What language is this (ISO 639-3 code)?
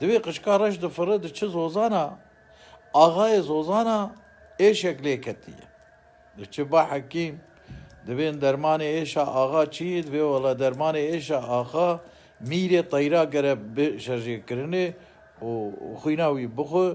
kur